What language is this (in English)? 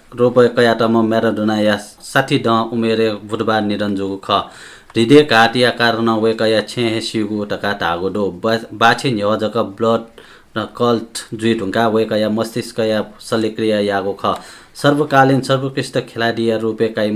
Newari